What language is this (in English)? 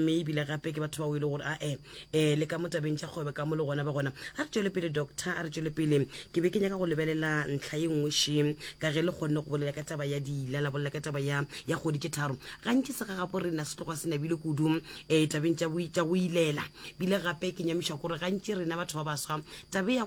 Northern Sotho